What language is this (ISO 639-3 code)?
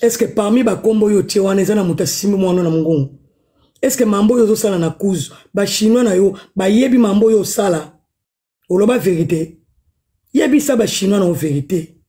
lin